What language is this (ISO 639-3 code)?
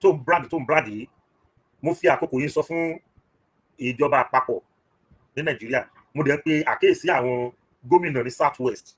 yor